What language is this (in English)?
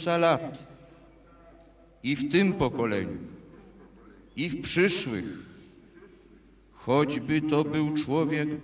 Polish